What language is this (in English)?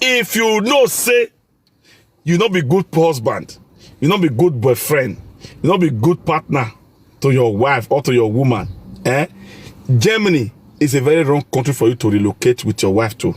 Nigerian Pidgin